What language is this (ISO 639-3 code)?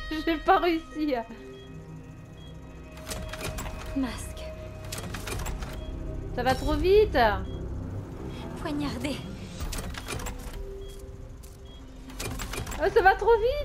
fra